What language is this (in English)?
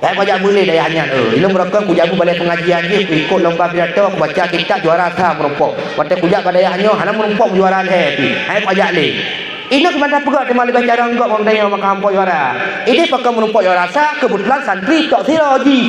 Achinese